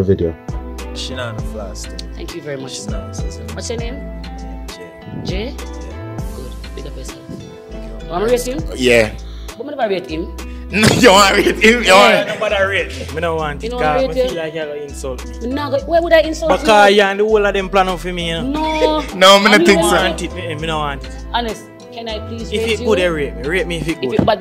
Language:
Jamaican Creole English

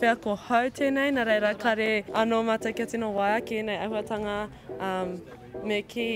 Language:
Māori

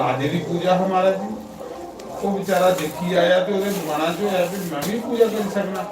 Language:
Dogri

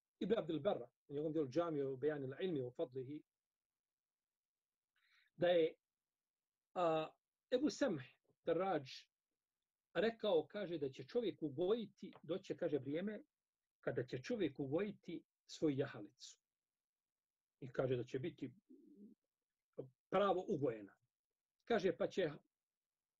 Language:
Bosnian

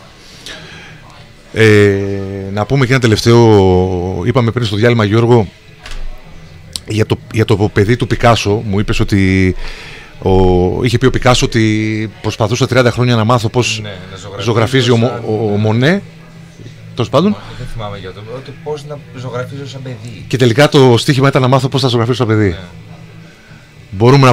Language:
Greek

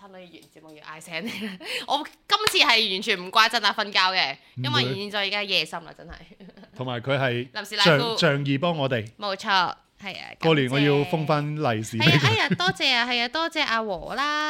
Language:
Cantonese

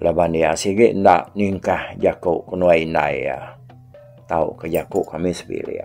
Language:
Iban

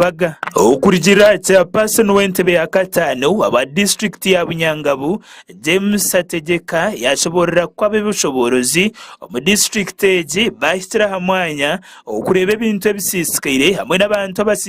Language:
Nyankole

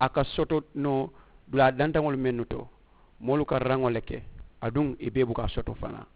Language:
Mandingo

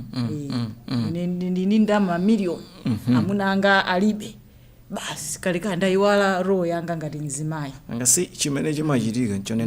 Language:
Nyanja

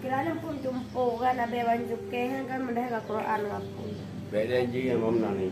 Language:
Achinese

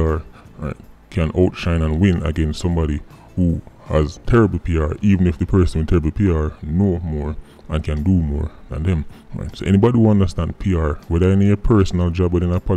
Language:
Jamaican Creole English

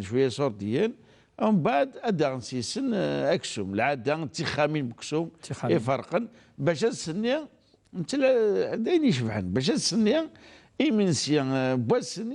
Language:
Kabyle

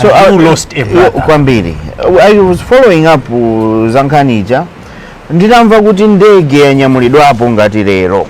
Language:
Nyanja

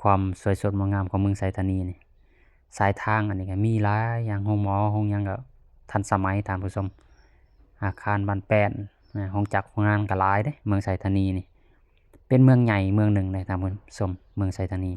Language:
Lao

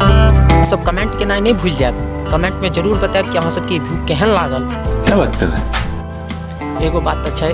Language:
Maithili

